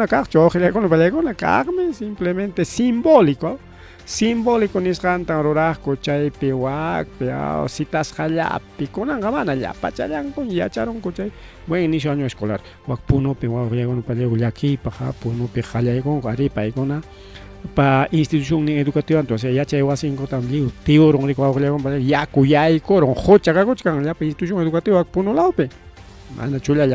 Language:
Ayacucho Quechua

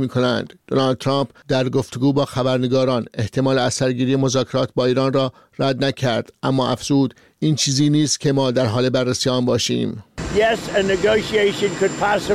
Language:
Persian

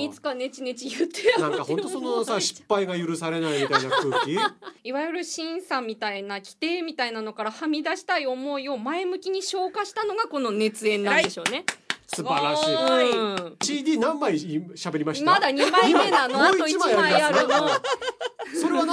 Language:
Japanese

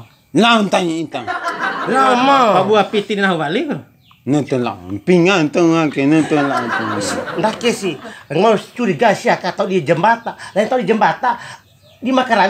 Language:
Bima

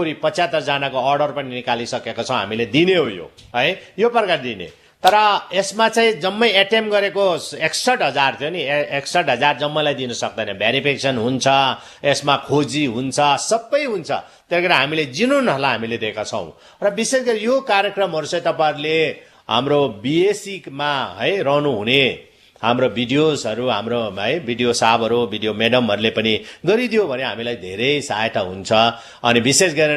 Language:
Nepali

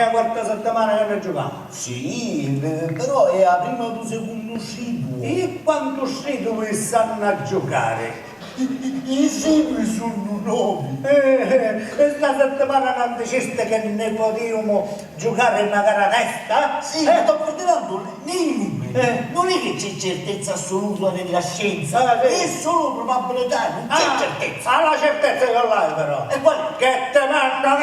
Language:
Sicilian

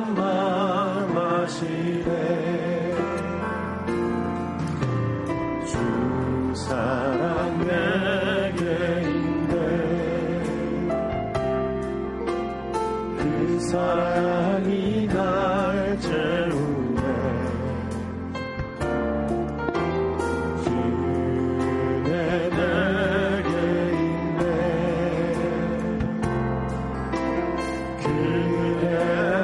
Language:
Korean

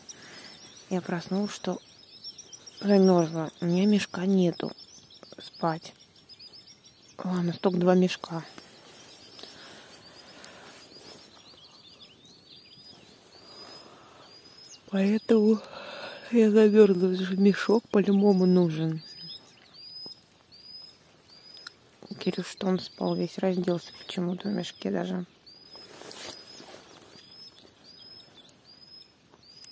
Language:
Russian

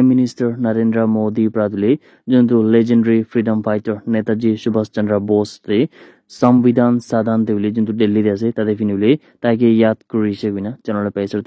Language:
Naga Pidgin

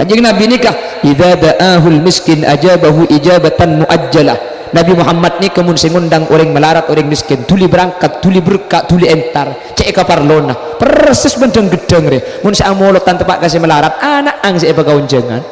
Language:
Madurese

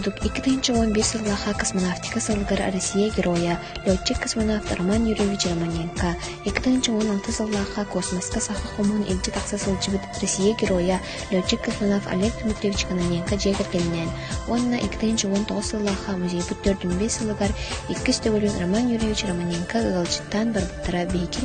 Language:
Yakut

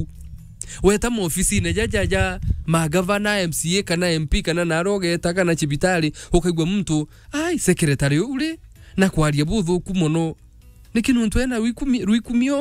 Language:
Meru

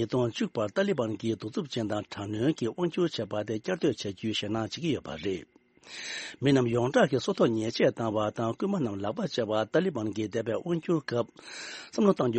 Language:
Tibetan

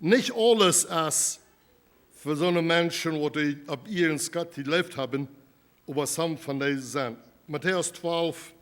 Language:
Plautdietsch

